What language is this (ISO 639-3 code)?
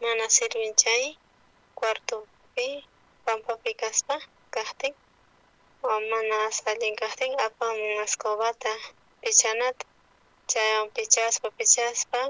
quh